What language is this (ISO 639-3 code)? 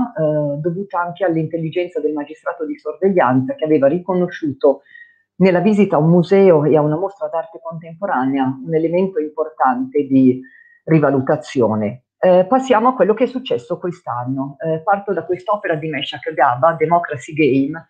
ita